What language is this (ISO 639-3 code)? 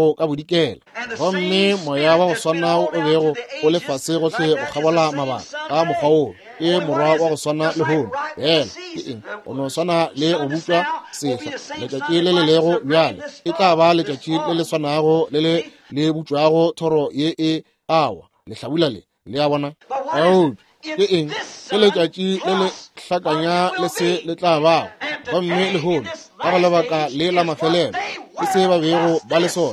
nso